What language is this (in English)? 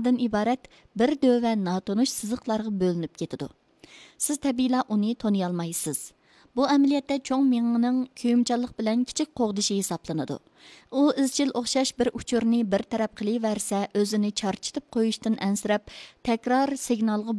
Uyghur